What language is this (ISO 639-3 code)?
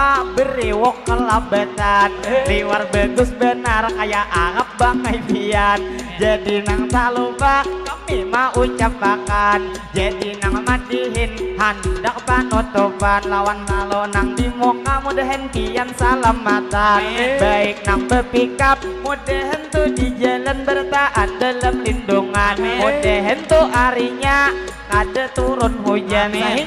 bjn